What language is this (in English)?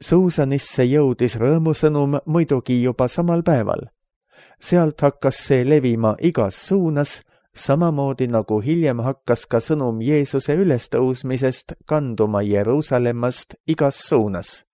Estonian